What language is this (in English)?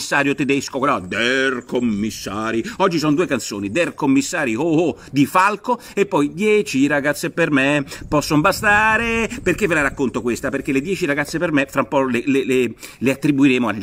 Italian